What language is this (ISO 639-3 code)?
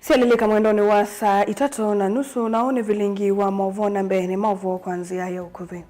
kam